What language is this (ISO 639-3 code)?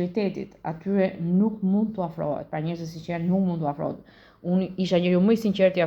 sqi